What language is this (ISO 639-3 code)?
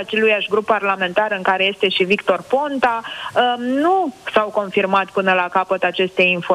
ron